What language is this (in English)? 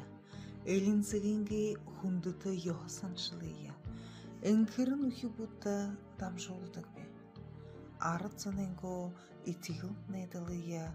Buriat